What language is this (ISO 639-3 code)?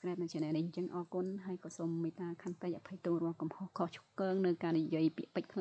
khm